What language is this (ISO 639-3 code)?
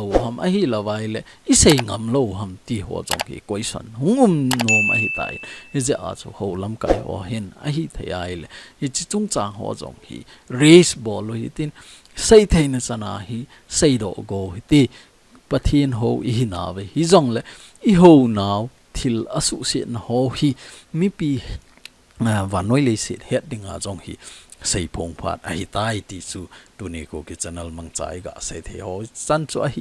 tcz